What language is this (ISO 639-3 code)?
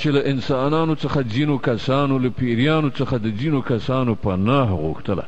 pus